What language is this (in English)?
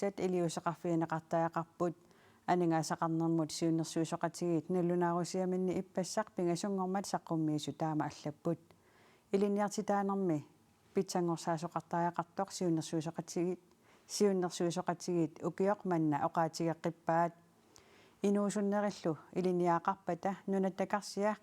Kalaallisut